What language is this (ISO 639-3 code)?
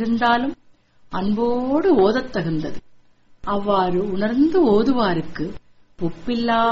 tam